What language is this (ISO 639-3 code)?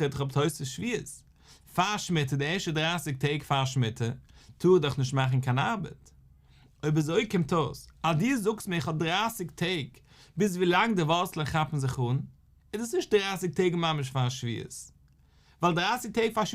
yid